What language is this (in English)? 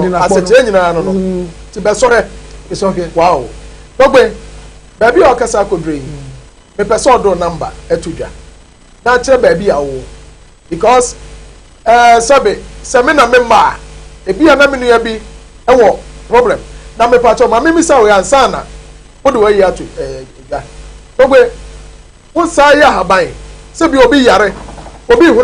Akan